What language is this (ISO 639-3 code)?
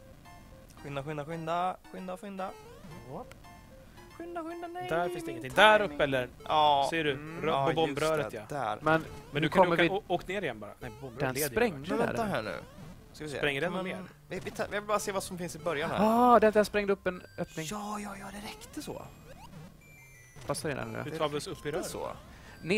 swe